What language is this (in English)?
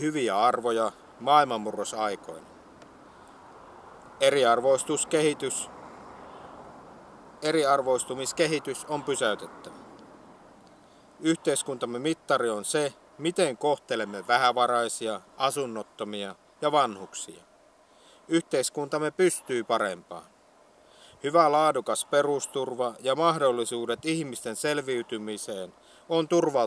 Finnish